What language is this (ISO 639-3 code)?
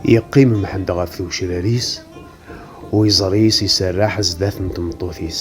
kab